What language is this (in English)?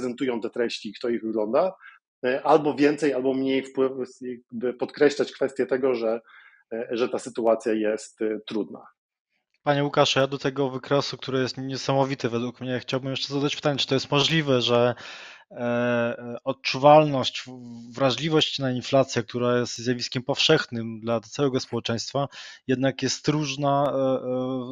Polish